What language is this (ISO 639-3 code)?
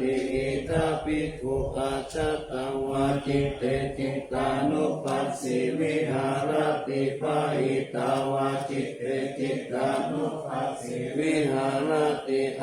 pli